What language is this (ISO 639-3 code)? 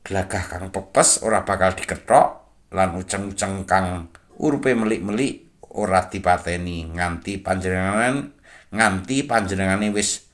jav